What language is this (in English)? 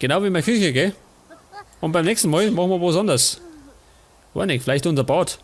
Bavarian